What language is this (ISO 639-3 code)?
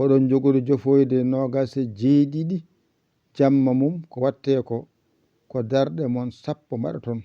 ful